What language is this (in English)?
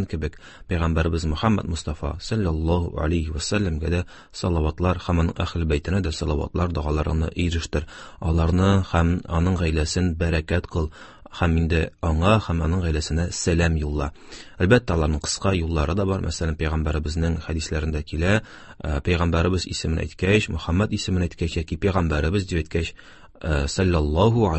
Tatar